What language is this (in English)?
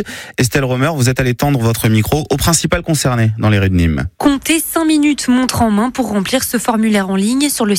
French